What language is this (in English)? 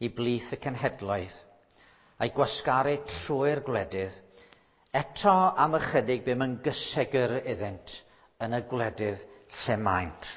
Welsh